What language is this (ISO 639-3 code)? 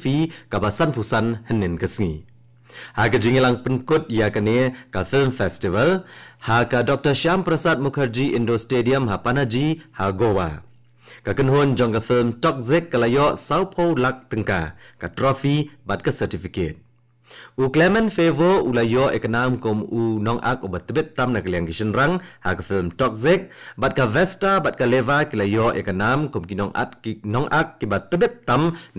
kha